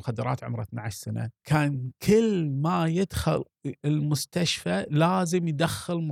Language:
Gulf Arabic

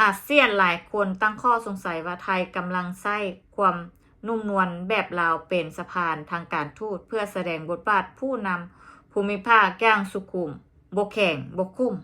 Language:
Lao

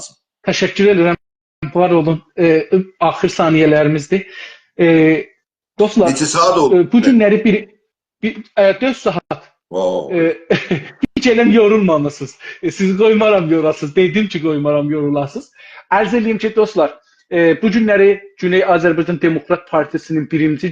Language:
South Azerbaijani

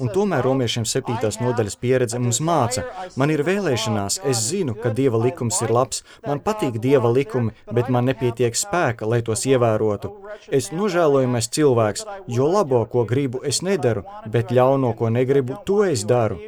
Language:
Latvian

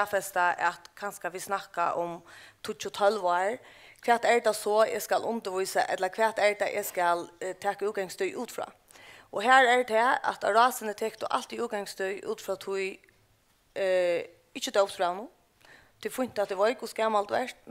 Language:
Faroese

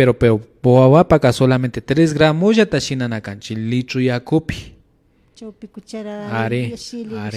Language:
Imbabura Highland Quichua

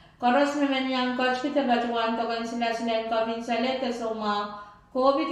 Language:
Pohnpeian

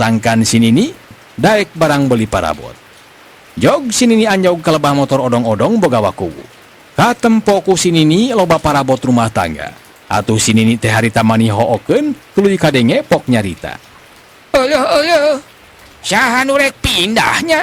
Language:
Sundanese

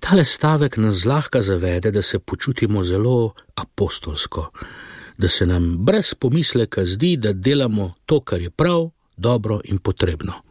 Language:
Slovenian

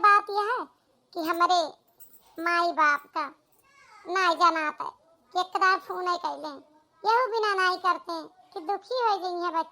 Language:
Awadhi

